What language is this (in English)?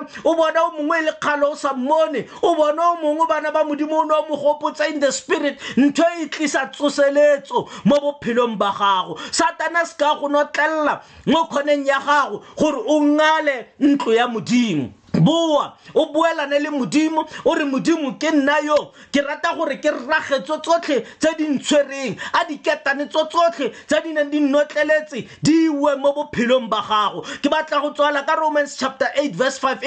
Tswana